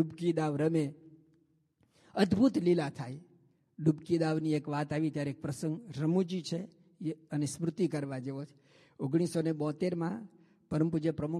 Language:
Gujarati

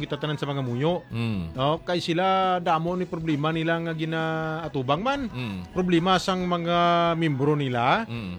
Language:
Hiligaynon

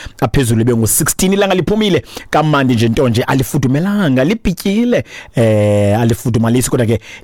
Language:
Xhosa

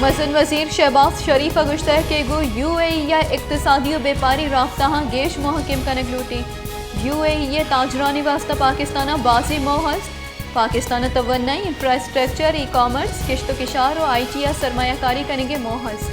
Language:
Baluchi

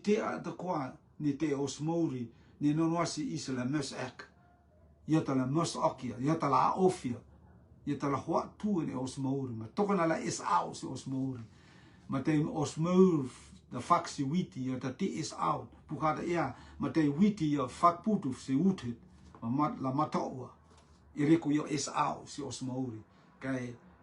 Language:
Rotuman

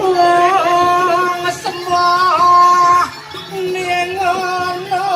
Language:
Balinese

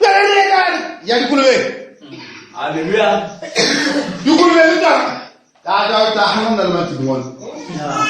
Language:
Northern Sotho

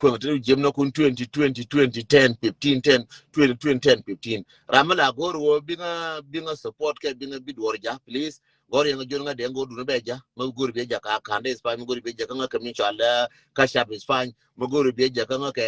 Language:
Nuer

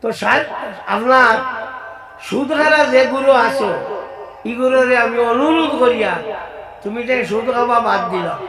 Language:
Sylheti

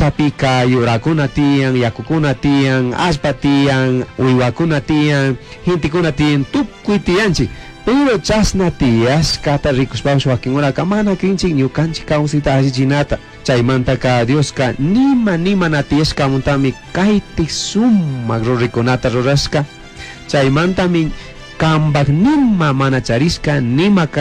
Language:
Chimborazo Highland Quichua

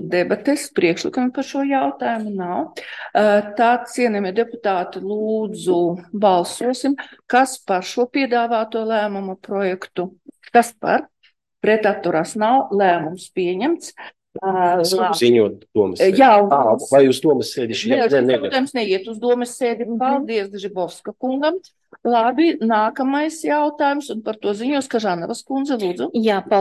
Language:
Latvian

